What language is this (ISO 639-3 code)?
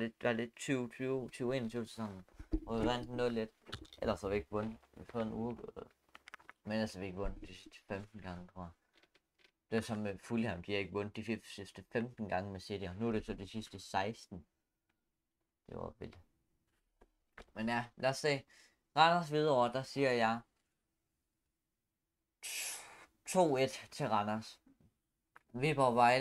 dan